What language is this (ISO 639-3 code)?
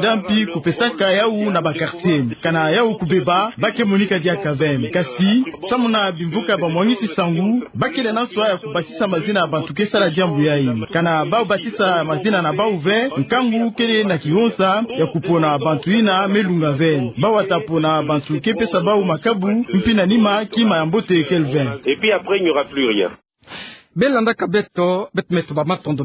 ktu